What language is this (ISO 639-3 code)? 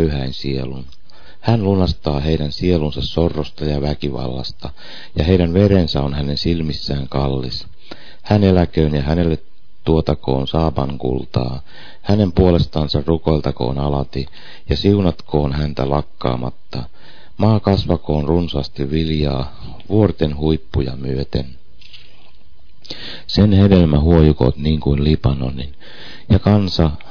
fin